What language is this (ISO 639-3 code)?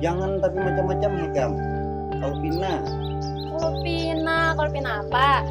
bjn